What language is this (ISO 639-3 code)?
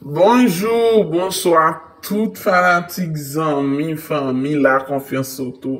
hat